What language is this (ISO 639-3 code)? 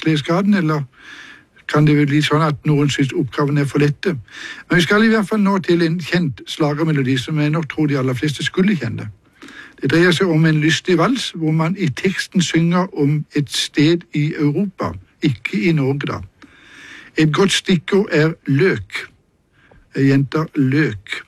nor